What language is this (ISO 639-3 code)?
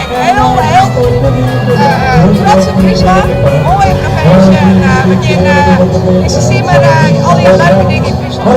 fry